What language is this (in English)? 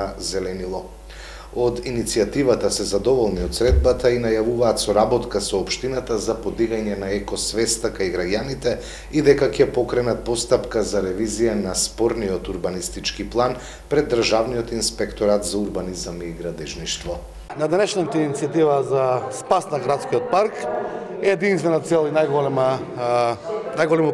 Macedonian